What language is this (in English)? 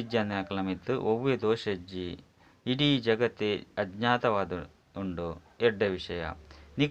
Tulu